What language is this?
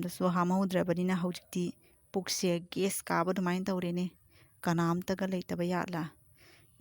Manipuri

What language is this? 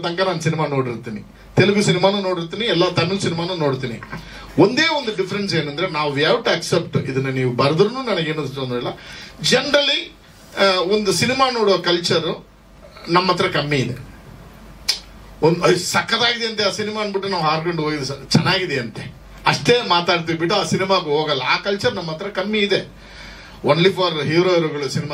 Kannada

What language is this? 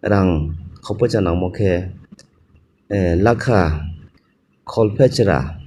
Riang (India)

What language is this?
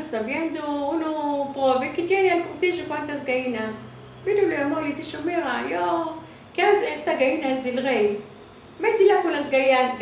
Ladino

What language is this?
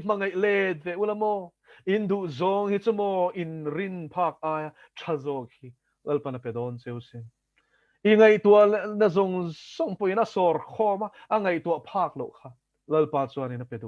Mizo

